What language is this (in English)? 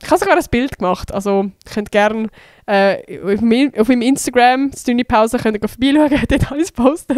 Swiss German